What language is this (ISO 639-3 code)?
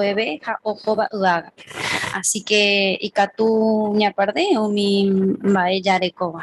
grn